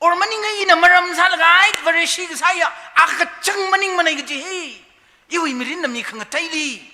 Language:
Tangkhul Naga (India)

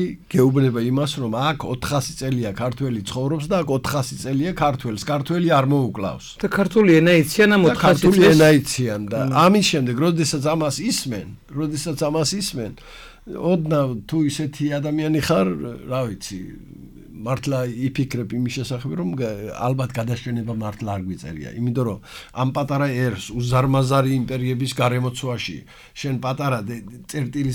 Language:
Georgian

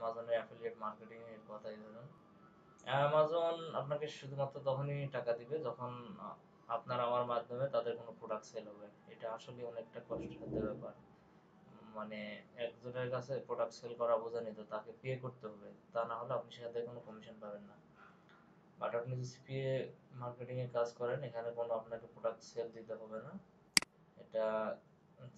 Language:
Bangla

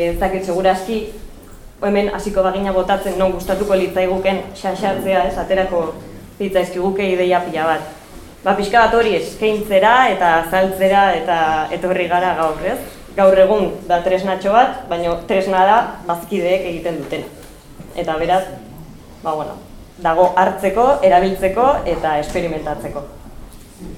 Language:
Basque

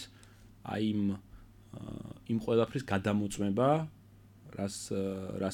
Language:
Georgian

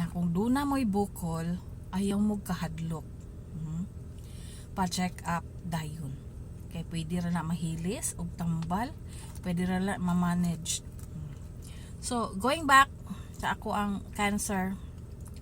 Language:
Cebuano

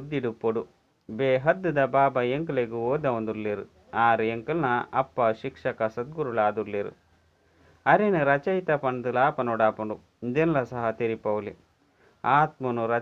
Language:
Tulu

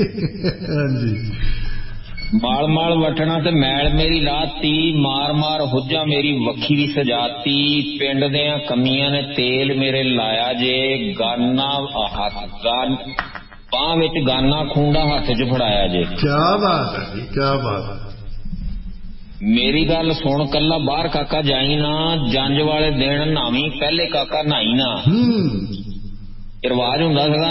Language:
Punjabi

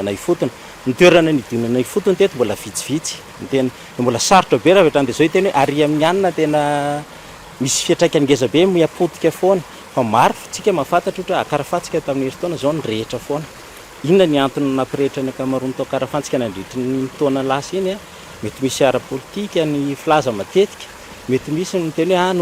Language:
Malagasy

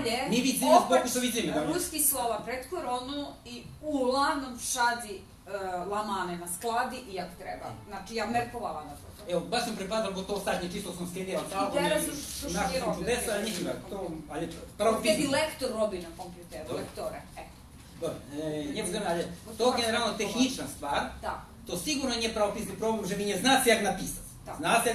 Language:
Rusyn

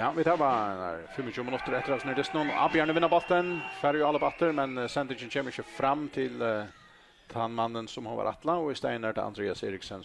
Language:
Faroese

